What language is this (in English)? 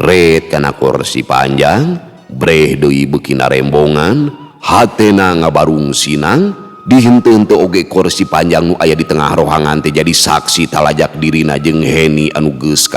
Sundanese